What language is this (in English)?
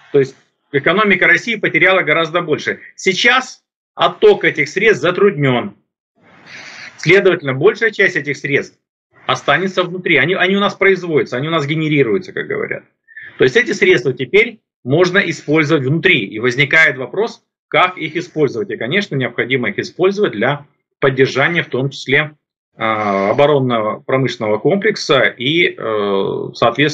Russian